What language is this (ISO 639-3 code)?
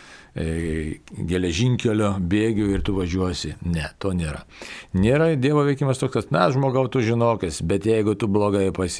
lit